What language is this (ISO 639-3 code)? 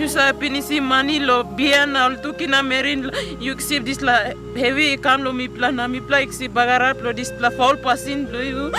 tpi